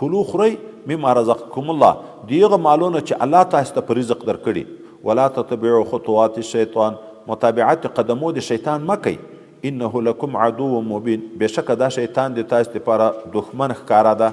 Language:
Pashto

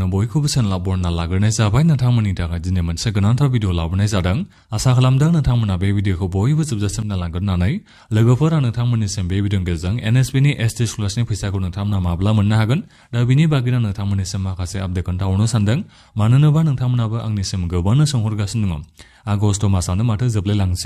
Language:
Bodo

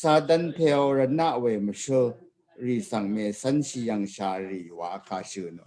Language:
Rawang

